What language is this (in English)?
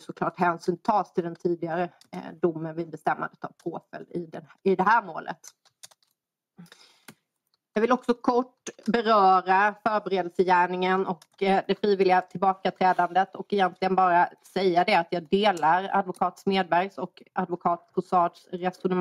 Swedish